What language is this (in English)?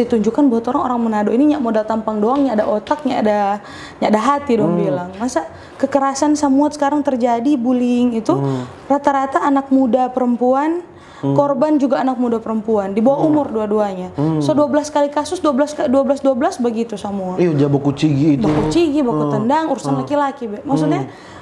Manado Malay